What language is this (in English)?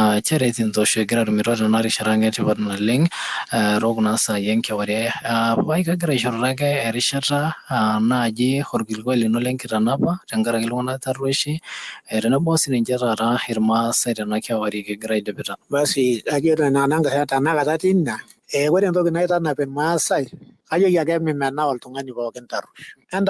Masai